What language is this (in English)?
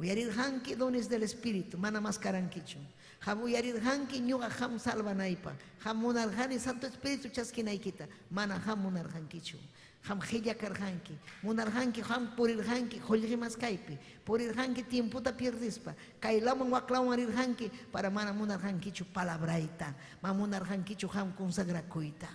Ayacucho Quechua